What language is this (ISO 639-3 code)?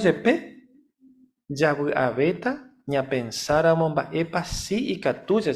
grn